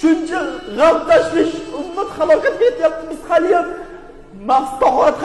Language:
Uzbek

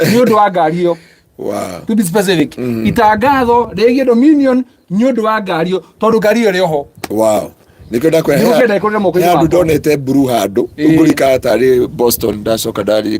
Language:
Kikuyu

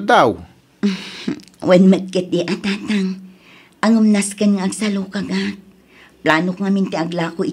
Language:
Iloko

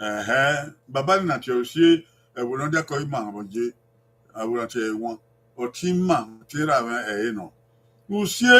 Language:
Bini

